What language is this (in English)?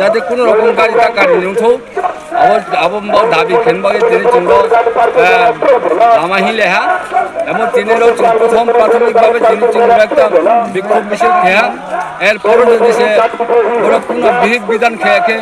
Riang (India)